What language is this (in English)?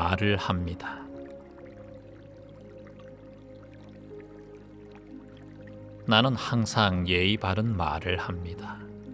Korean